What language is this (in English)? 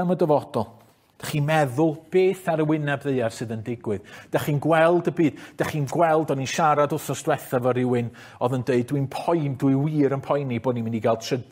Welsh